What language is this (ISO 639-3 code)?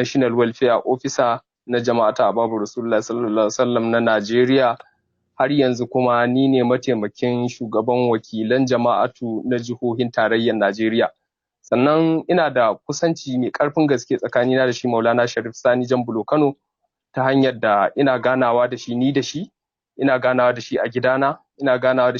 hau